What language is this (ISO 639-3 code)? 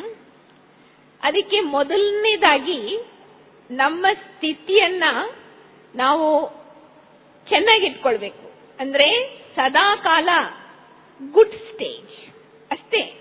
kan